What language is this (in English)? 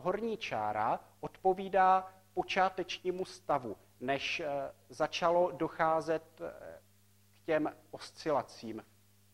Czech